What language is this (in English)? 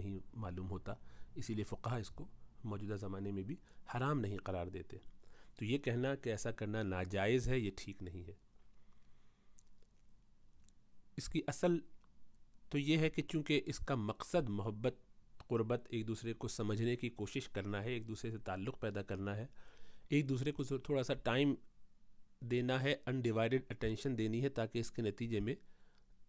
Urdu